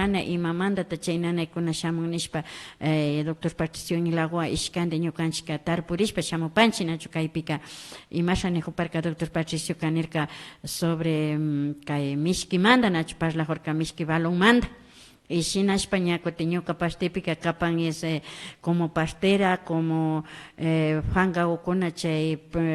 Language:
Imbabura Highland Quichua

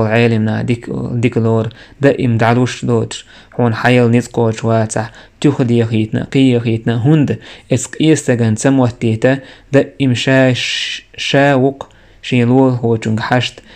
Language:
Chechen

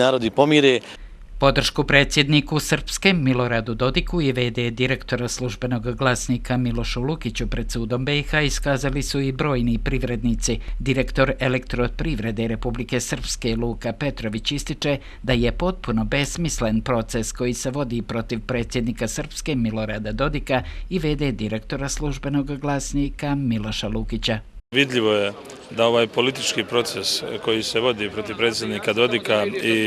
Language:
Bosnian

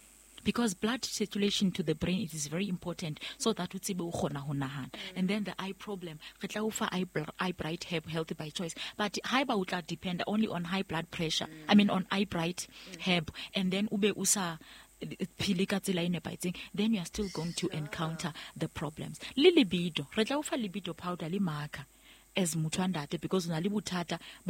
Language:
Southern Sotho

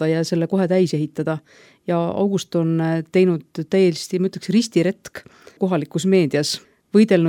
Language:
Estonian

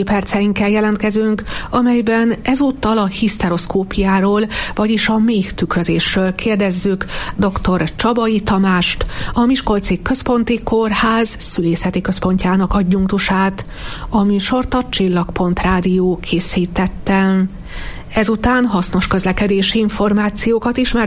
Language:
Hungarian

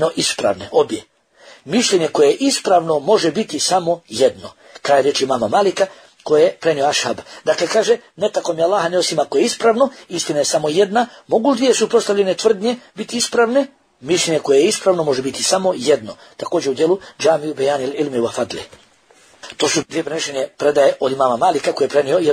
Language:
Bosnian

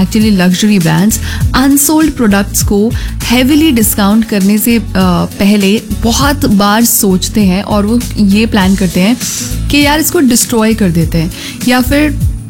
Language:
Hindi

